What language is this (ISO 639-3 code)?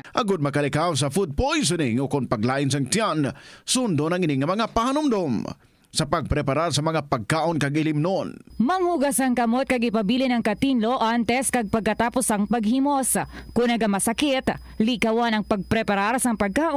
hil